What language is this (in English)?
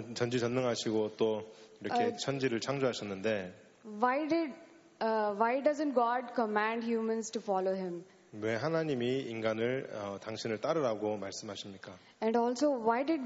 Korean